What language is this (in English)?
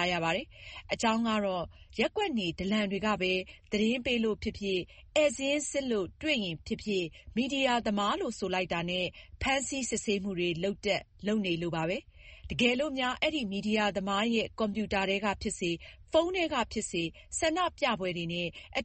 Burmese